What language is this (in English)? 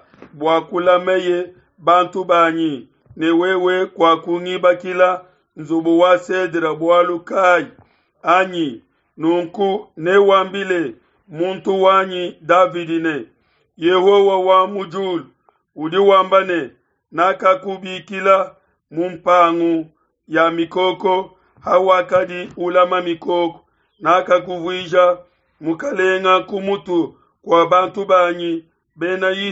Luba-Lulua